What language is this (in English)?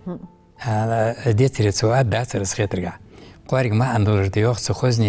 Ingush